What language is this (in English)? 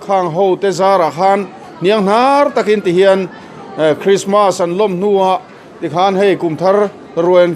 Mizo